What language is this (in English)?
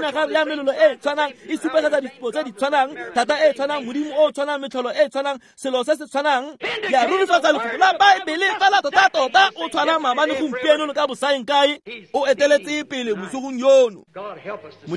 Tswana